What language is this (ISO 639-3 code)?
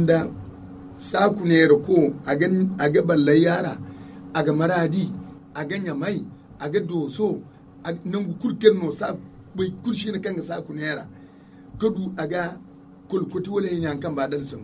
dje